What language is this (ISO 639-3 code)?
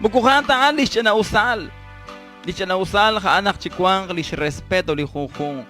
kek